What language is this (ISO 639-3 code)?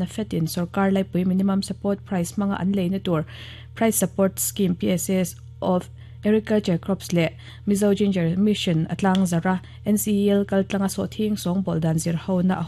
lus